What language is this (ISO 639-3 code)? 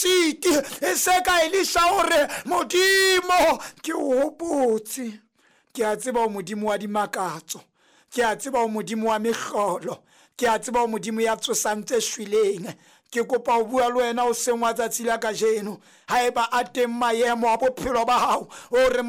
sot